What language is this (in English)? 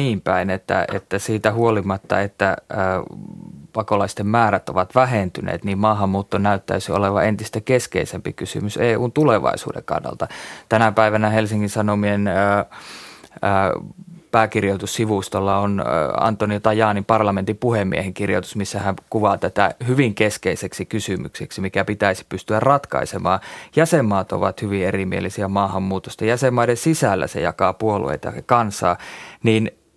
Finnish